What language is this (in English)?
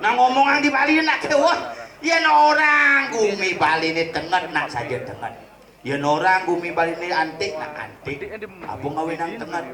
Balinese